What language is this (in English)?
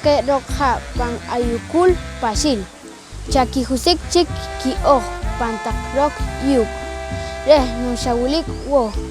Poqomchi'